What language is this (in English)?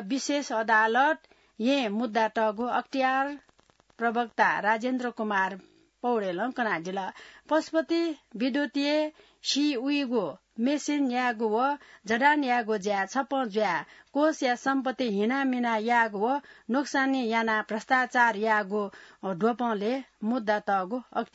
Newari